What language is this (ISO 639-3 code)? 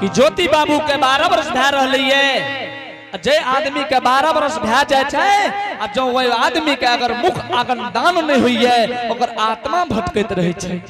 anp